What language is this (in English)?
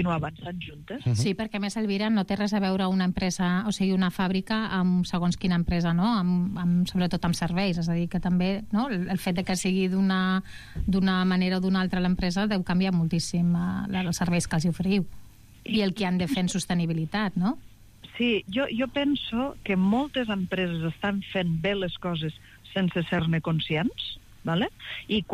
Catalan